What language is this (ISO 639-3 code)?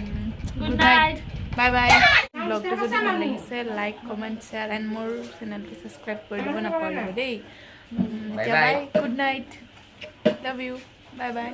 asm